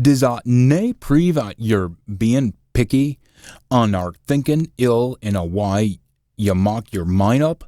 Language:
Scots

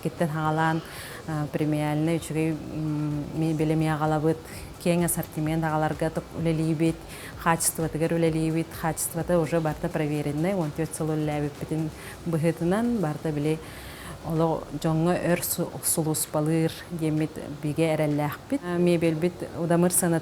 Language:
Yakut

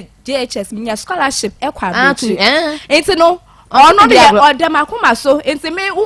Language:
Akan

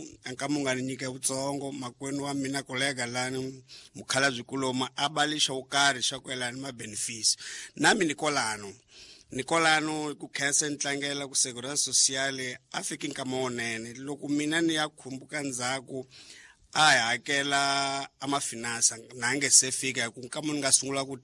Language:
Tsonga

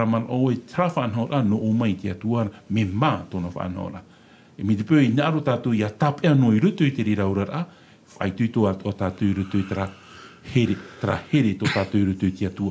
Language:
Tahitian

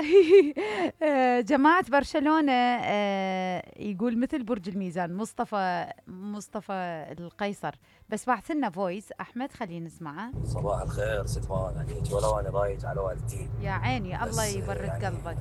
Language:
Mesopotamian Arabic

